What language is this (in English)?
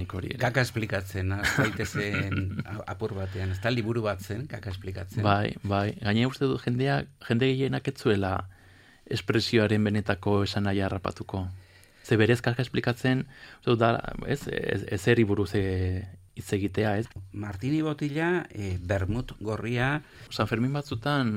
Basque